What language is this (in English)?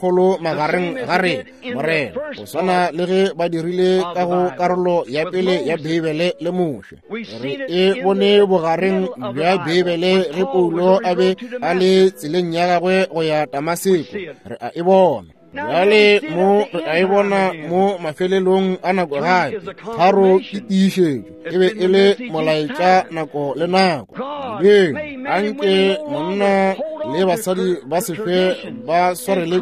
Northern Sotho